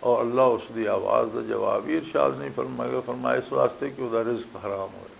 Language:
Western Panjabi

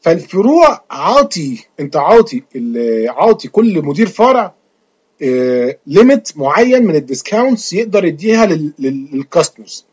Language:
Egyptian Arabic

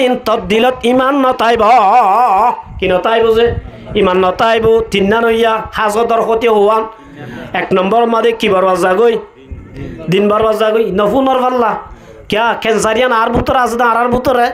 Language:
Rohingya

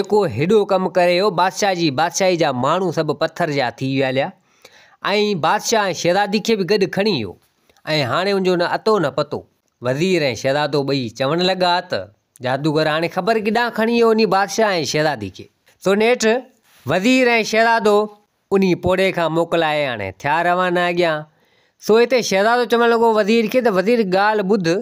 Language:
Sindhi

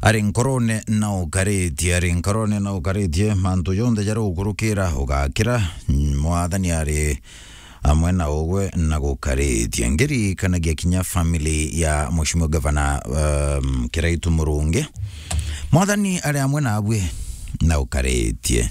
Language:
Meru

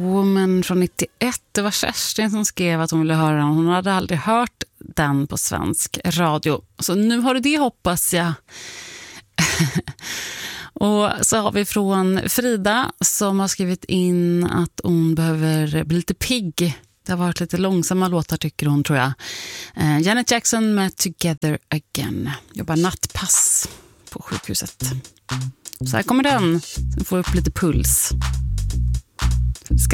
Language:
Swedish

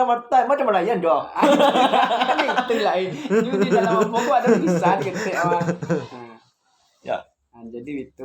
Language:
Minangkabau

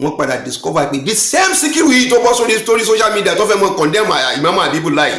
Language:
Yoruba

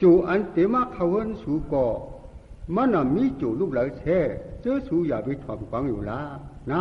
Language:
Shan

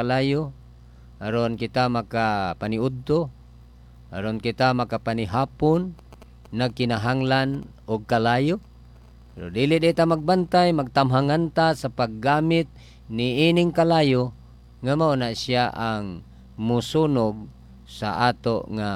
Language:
Cebuano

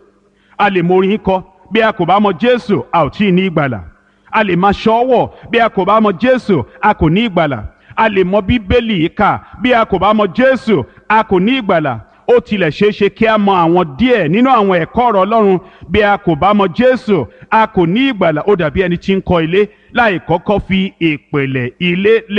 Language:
Yoruba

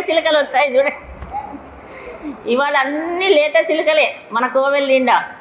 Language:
Telugu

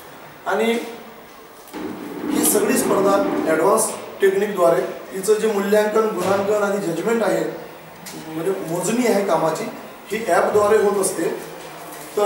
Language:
Marathi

